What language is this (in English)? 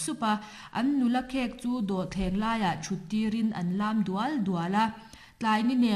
Mizo